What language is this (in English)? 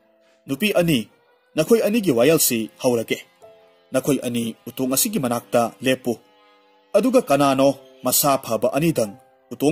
Manipuri